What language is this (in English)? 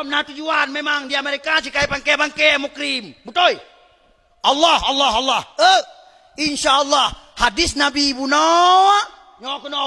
Achinese